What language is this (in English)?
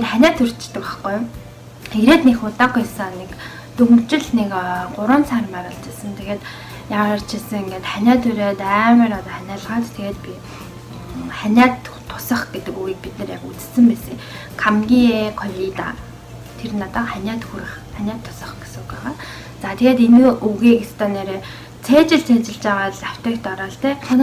Mongolian